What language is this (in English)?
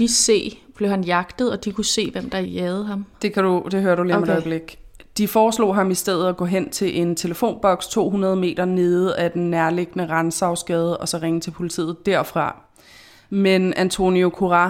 Danish